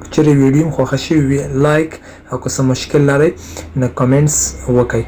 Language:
Pashto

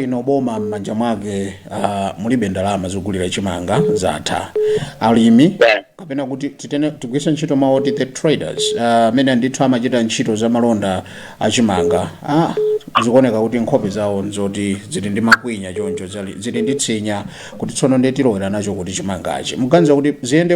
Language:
Nyanja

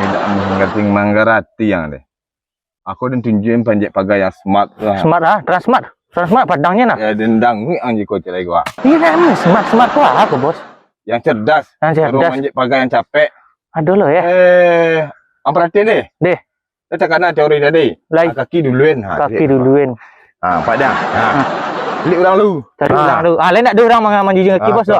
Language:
Minangkabau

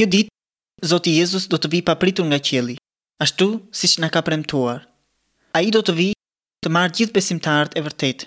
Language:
Albanian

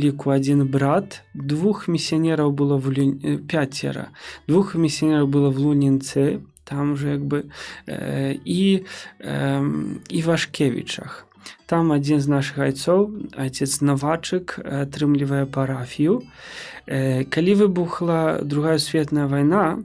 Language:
Belarusian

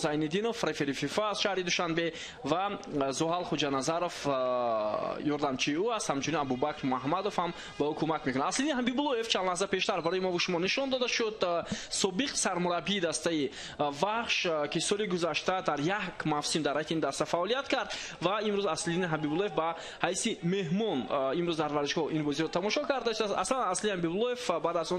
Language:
Tajik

